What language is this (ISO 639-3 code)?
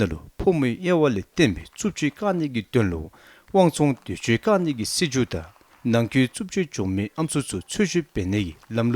dzo